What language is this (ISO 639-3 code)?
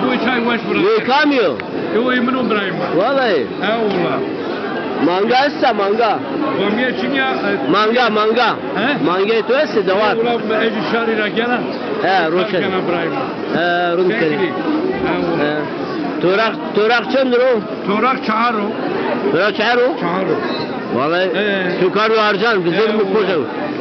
zza